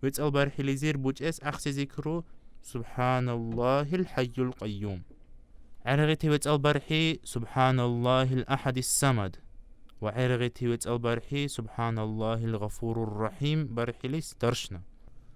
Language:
Dargwa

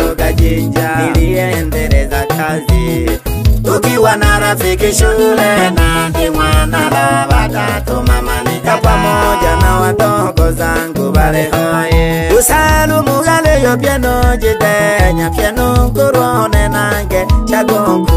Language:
Swahili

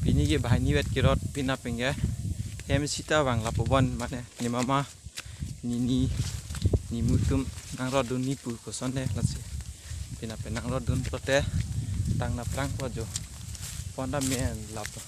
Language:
Karbi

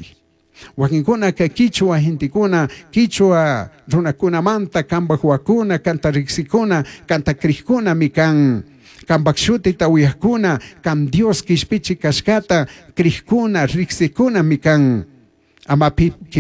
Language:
Chimborazo Highland Quichua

